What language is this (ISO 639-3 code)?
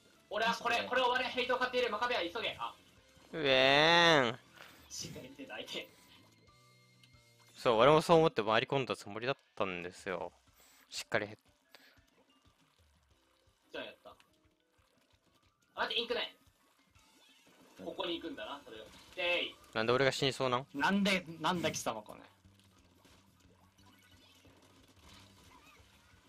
jpn